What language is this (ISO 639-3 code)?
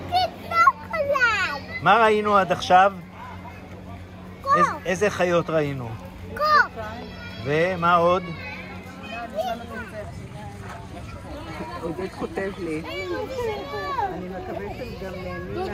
heb